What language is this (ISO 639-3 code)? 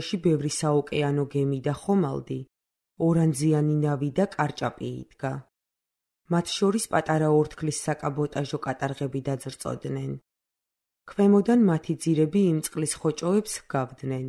kat